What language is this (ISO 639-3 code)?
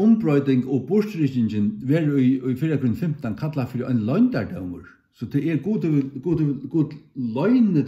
fao